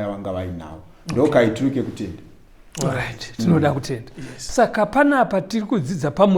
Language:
Shona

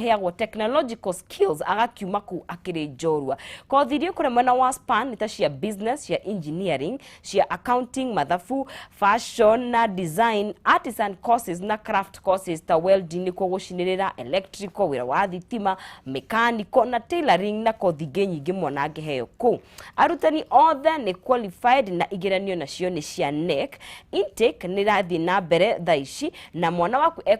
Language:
Kikuyu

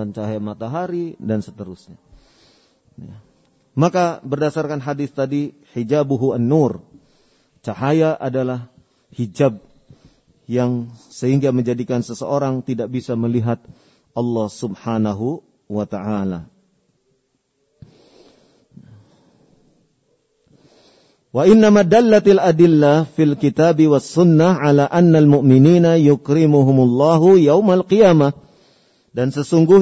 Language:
Indonesian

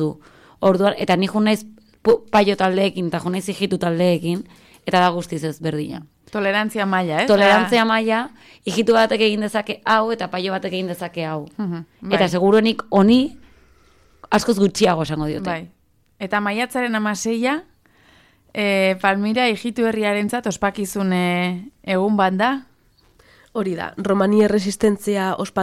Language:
Basque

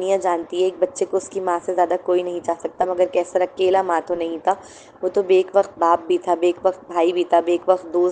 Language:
Urdu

